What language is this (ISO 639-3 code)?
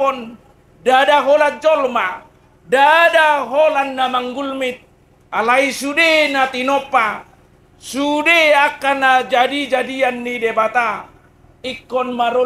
bbc